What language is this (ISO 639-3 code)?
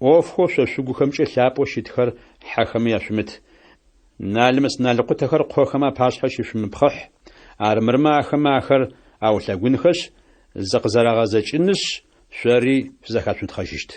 ady